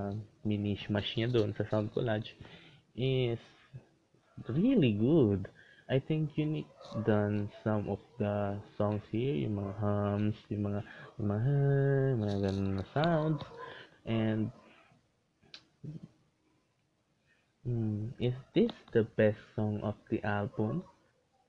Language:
Filipino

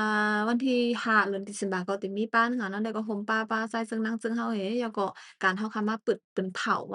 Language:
Shan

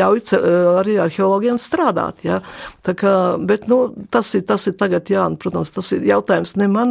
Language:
Latvian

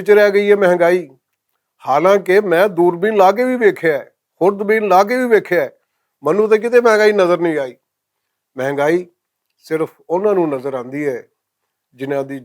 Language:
Western Panjabi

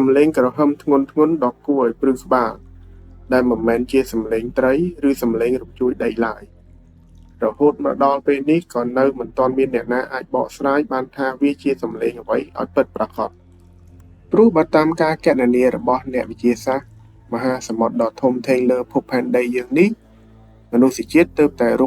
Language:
Khmer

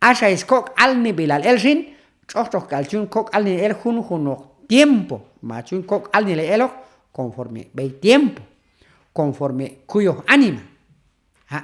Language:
Q'anjob'al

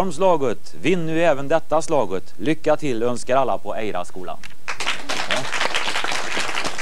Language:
Swedish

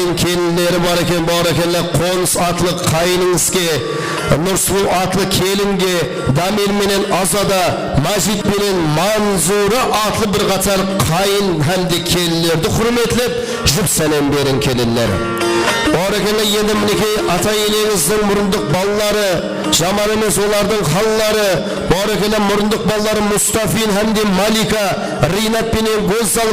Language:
Kara-Kalpak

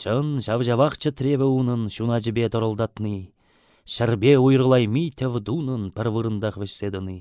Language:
Chuvash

